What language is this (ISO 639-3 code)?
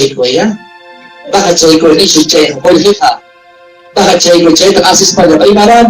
quy